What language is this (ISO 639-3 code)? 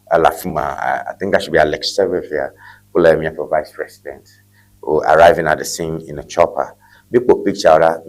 ewe